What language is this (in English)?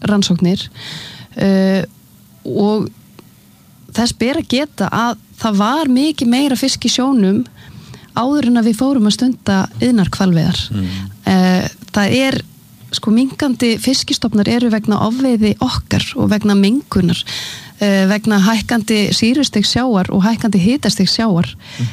Icelandic